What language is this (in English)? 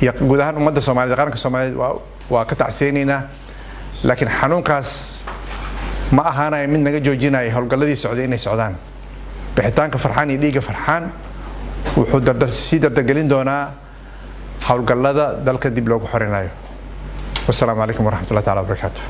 Somali